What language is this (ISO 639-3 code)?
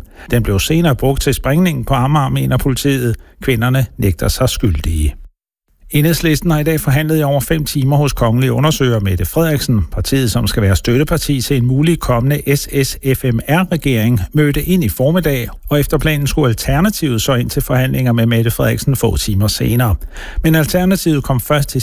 dan